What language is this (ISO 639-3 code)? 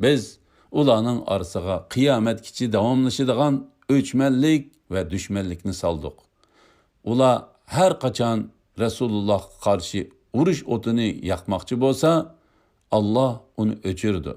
uig